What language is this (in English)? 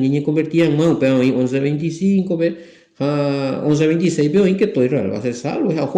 Guarani